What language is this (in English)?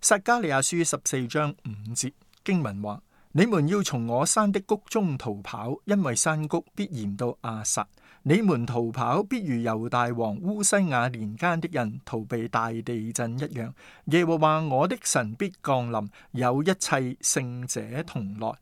Cantonese